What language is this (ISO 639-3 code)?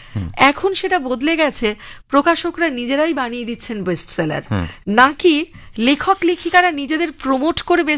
ben